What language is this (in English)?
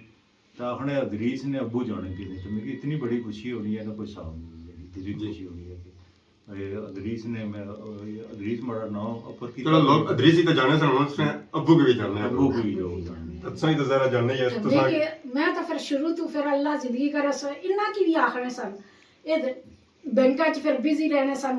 Pahari-Potwari